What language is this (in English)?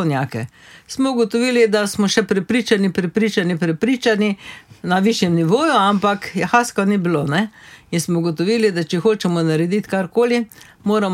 Slovenian